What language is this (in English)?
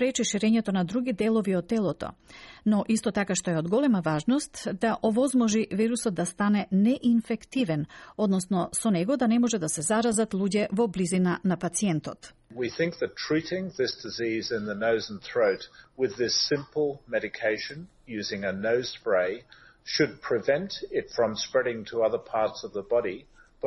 Macedonian